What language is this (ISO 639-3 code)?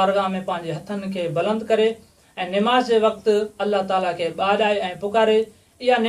snd